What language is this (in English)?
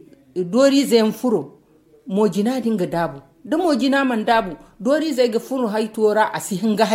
Zarma